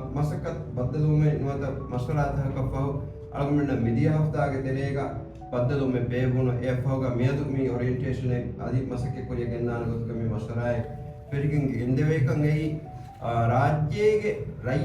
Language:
Divehi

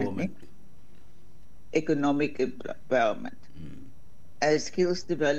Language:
Afrikaans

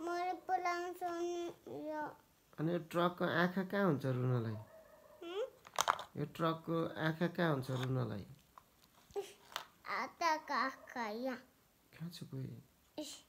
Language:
Nepali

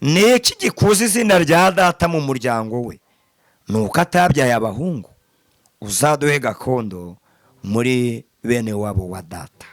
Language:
Kinyarwanda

